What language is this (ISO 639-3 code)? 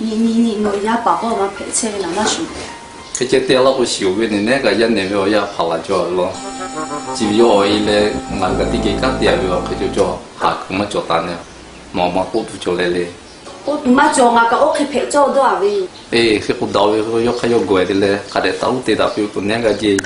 lhu